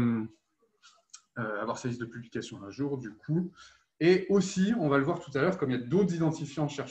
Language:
French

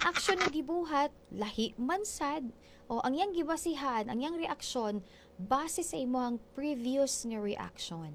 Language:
Cebuano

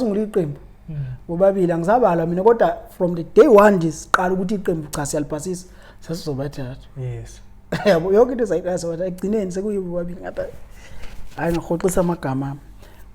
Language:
Zulu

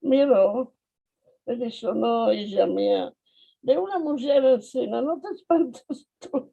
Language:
Ladino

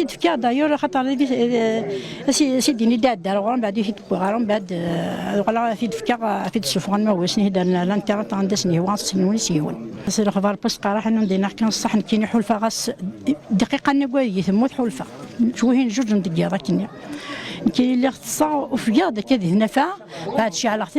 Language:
Kabyle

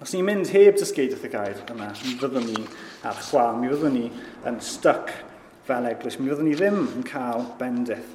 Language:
Welsh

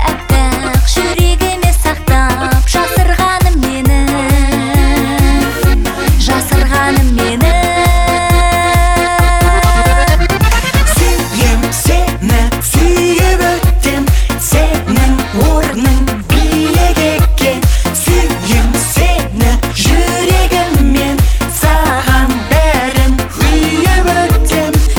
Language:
Kazakh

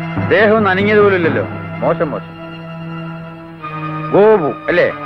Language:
Malayalam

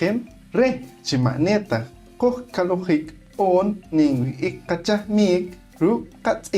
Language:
Poqomchi'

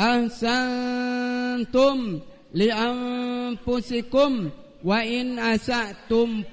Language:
Buginese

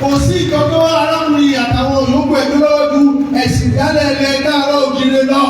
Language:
Yoruba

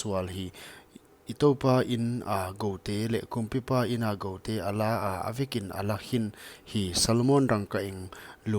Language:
Paite Chin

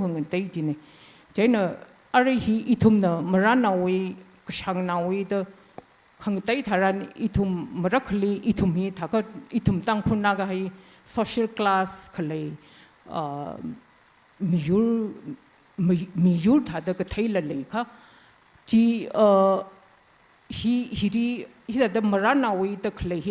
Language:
Tangkhul Naga (India)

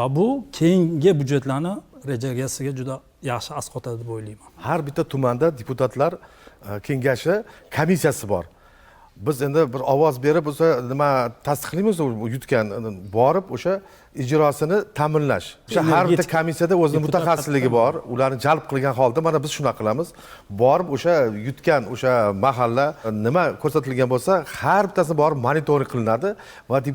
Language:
Uzbek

